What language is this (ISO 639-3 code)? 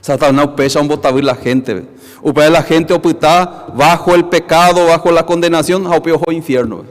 grn